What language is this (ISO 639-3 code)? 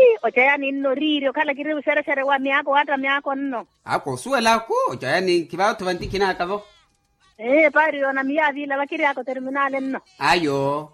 vmw